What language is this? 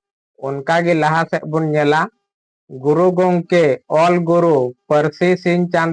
Santali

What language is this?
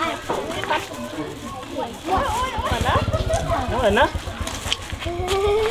Vietnamese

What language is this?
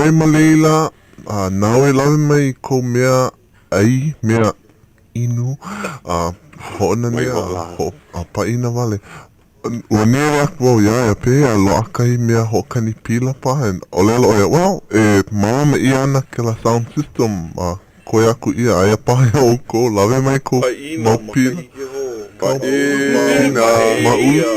Hawaiian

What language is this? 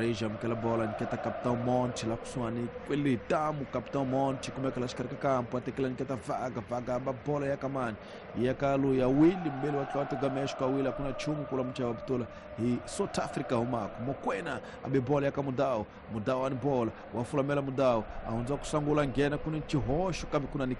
Tsonga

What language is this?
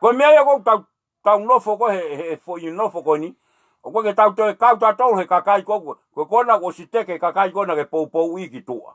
Tongan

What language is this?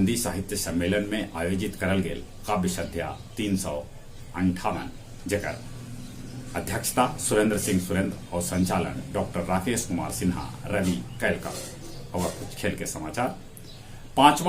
Magahi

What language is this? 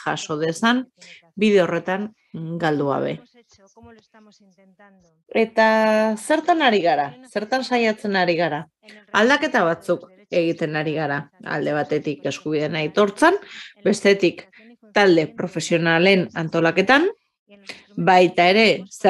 Basque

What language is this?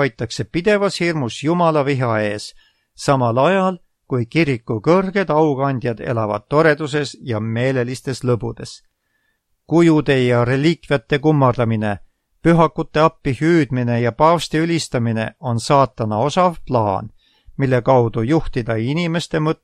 Estonian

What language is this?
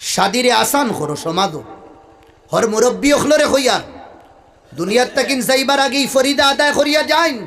Sylheti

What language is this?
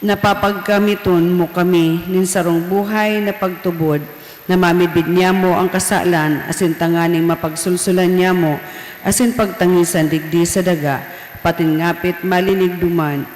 Bikol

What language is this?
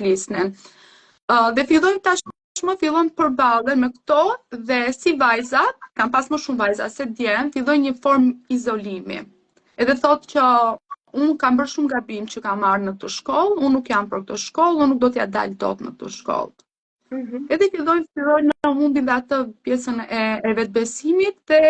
Albanian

